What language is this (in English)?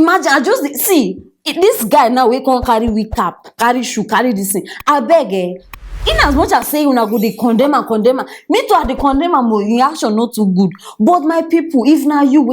Nigerian Pidgin